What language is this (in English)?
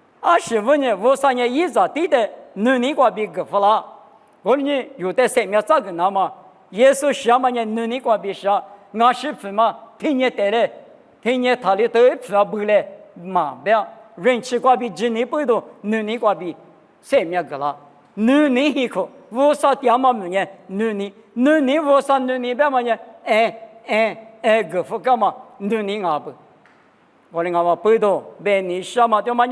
Lisu